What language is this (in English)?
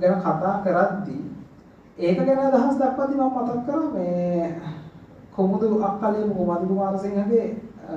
Sinhala